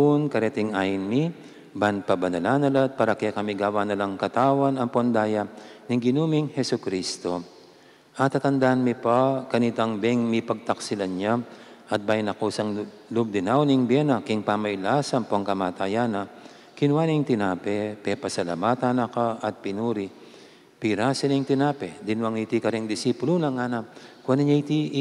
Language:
Pampanga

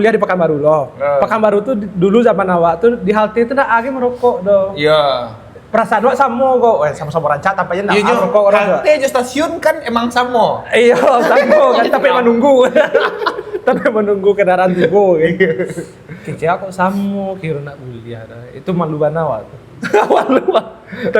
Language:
Minangkabau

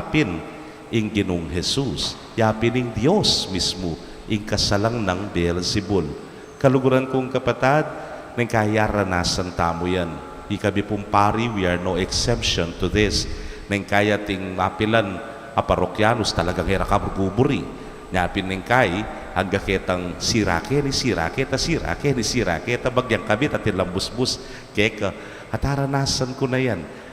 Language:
Pampanga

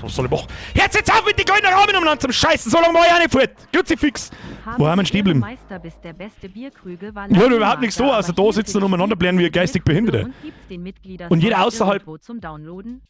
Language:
Bavarian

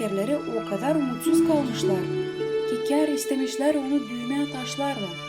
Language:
Gagauz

